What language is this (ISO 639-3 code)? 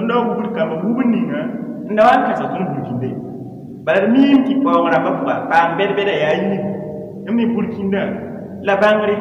mos